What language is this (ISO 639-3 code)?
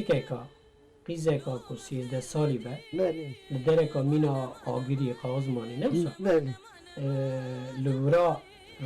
kur